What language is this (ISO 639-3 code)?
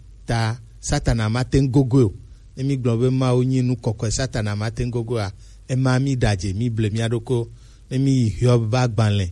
gej